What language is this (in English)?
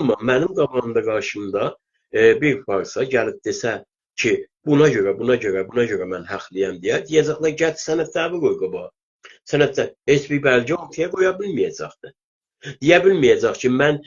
South Azerbaijani